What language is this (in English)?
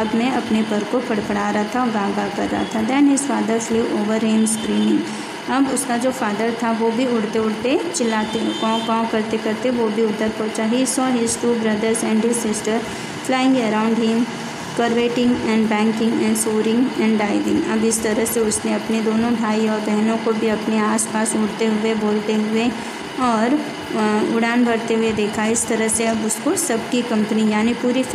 Hindi